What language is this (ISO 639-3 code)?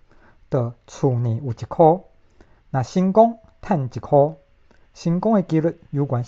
nan